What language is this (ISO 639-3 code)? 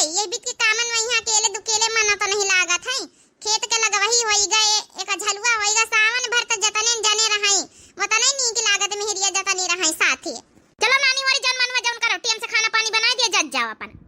awa